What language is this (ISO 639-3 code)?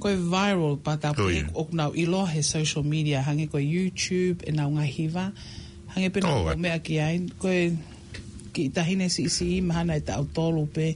ton